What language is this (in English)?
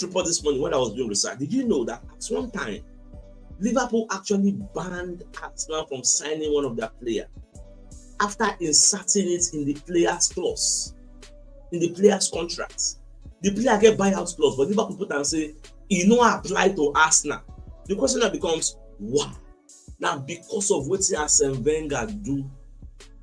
Nigerian Pidgin